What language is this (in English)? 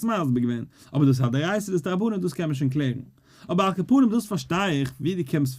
Yiddish